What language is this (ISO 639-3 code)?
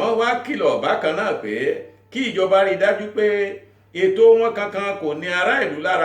yor